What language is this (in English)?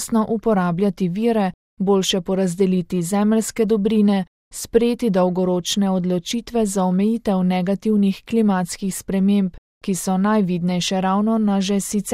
Slovenian